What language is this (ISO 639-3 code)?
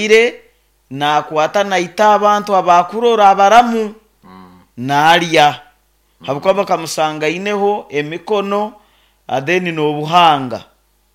nyo